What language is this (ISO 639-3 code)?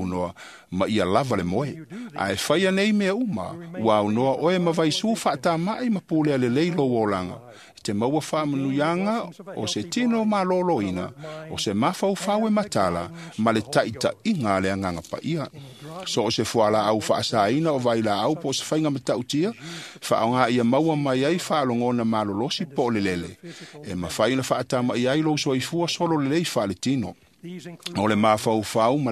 smo